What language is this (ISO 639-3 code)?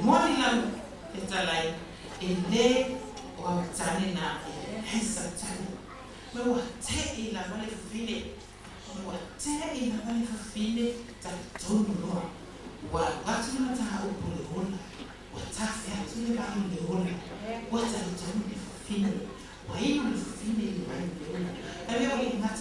smo